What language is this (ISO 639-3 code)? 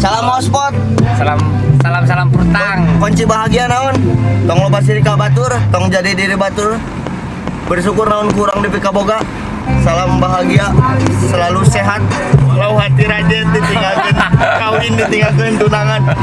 sun